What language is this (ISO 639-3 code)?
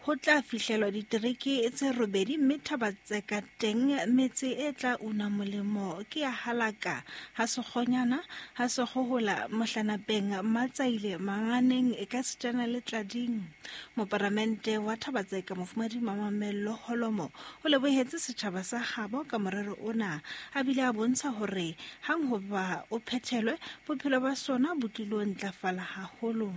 sot